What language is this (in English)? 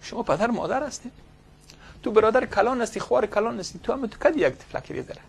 Persian